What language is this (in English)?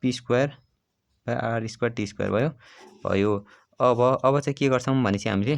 Nepali